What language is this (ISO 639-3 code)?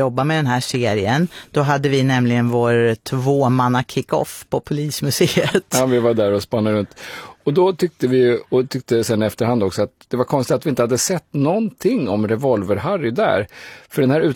swe